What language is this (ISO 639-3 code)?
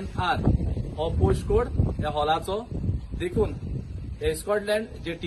kok